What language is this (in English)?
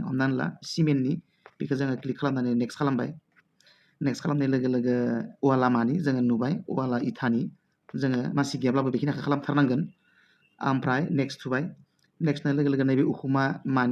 Bodo